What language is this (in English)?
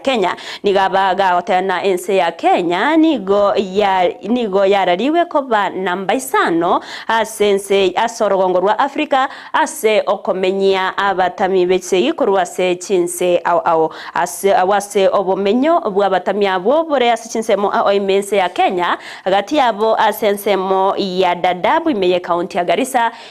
Gusii